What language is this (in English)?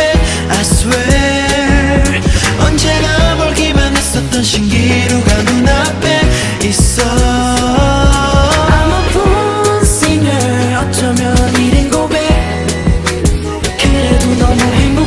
Korean